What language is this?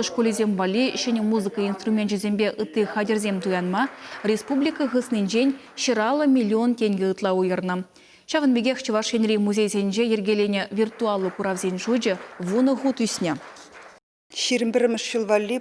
Chuvash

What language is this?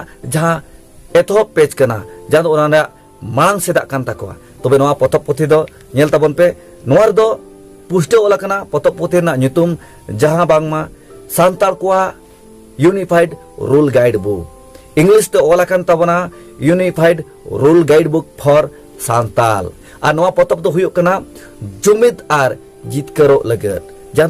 Santali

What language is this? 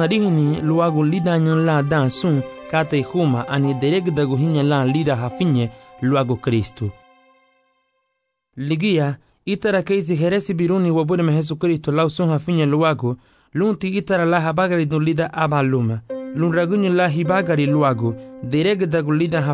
Garifuna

